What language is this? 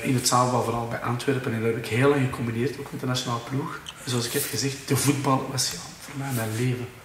Dutch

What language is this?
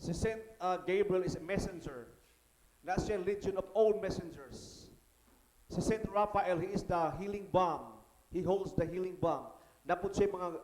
Cebuano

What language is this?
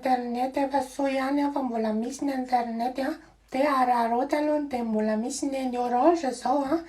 Malagasy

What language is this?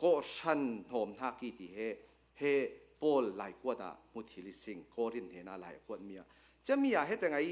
Hakha Chin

